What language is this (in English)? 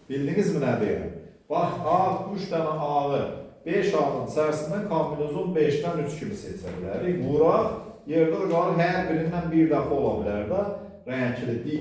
Azerbaijani